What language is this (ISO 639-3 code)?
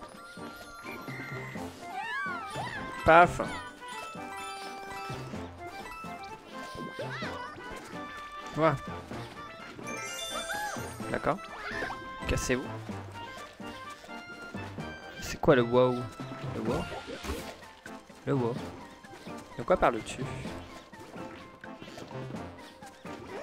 fra